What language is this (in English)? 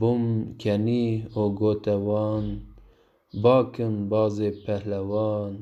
Kurdish